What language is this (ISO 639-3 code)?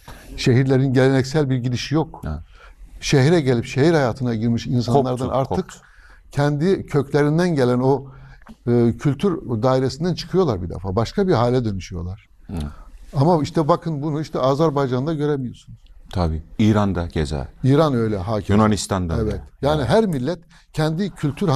tur